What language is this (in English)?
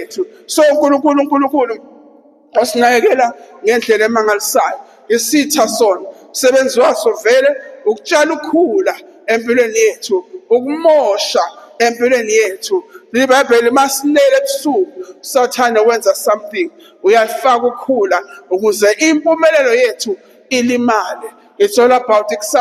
Zulu